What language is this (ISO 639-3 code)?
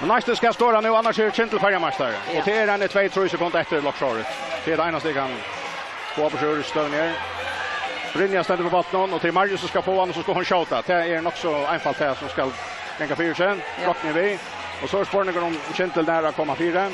fao